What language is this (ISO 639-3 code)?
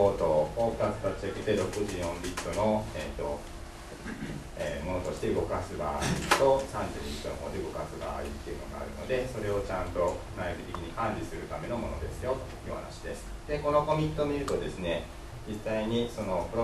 jpn